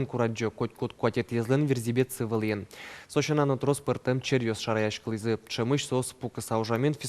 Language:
Udmurt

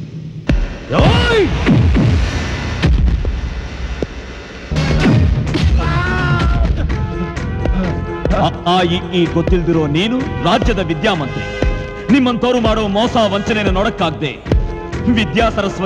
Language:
Kannada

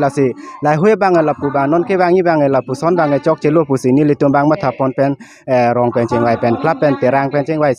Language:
Karbi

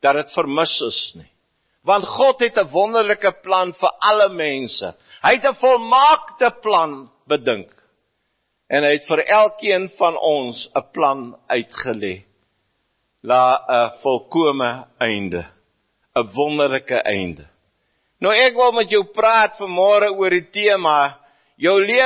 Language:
Afrikaans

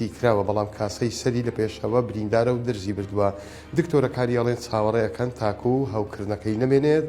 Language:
Central Kurdish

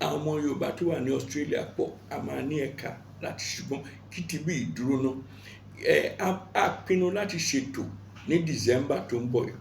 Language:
Yoruba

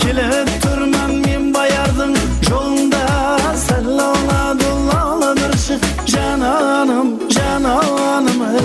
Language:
Kara-Kalpak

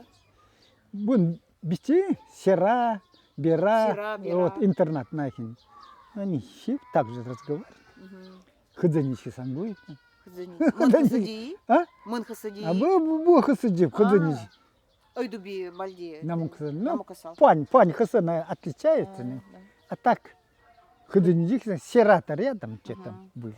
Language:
Nanai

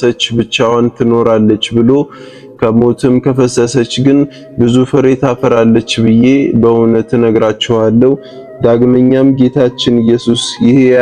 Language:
Amharic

